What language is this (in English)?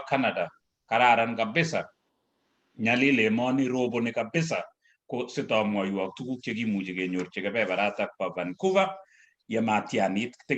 Kalenjin